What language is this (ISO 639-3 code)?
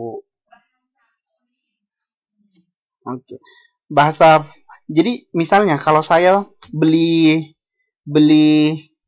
ind